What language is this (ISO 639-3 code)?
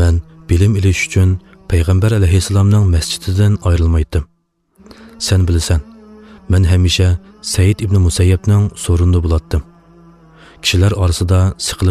uig